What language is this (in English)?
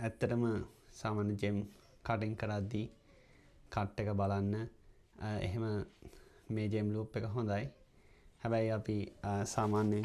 Sinhala